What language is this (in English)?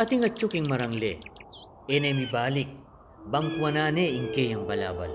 Pampanga